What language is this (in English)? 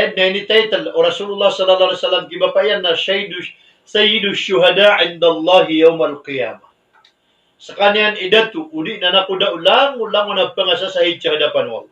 Maranao